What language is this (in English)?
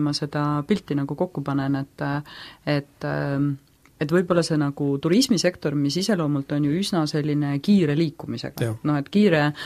Estonian